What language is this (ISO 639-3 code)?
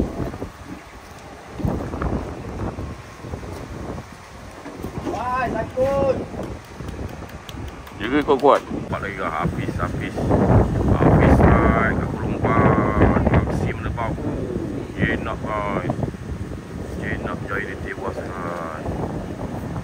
msa